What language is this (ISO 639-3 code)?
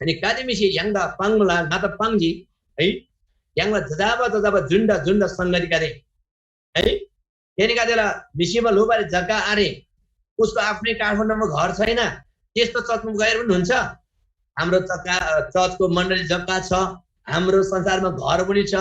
taj